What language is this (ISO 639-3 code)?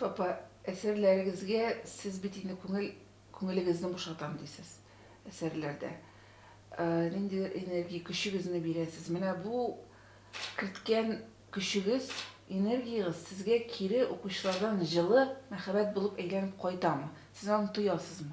tat